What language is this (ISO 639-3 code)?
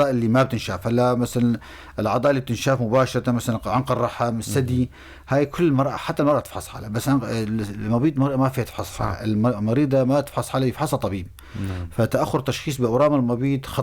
apc